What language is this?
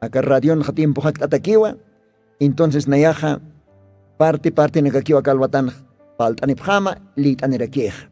Aymara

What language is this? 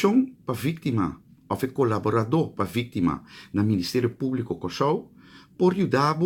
Papiamento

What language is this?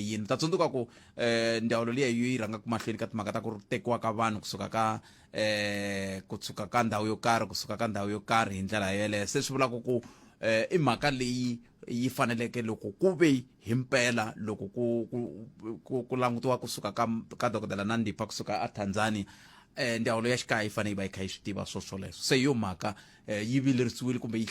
Tsonga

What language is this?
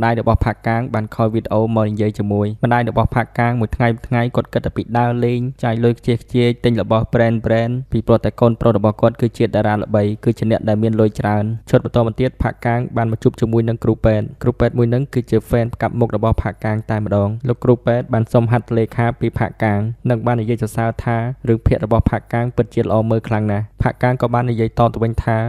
Khmer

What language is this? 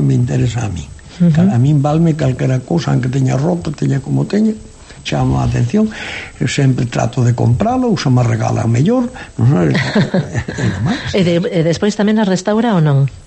Galician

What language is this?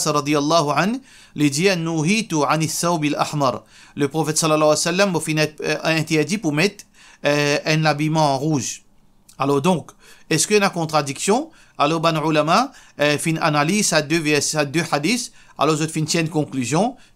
Morisyen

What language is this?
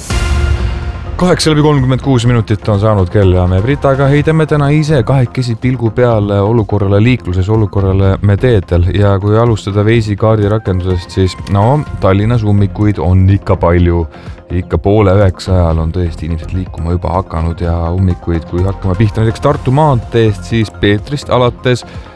Estonian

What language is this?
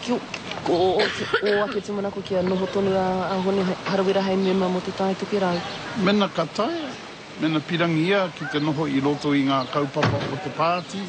Māori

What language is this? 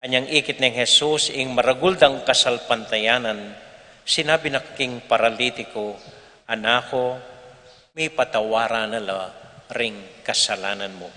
Pampanga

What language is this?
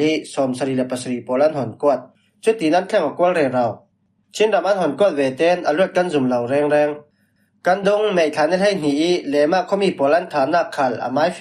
Falam Chin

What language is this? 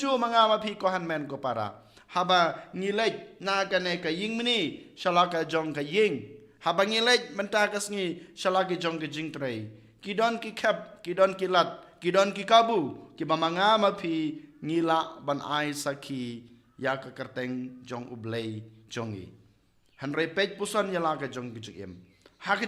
Khasi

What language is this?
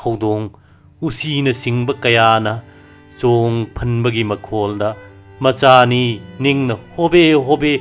Manipuri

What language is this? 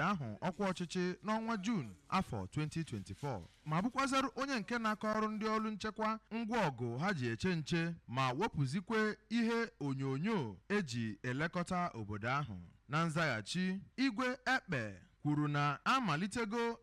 Igbo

